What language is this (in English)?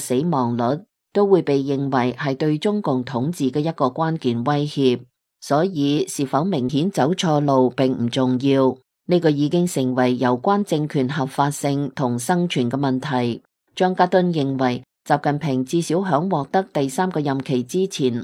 Cantonese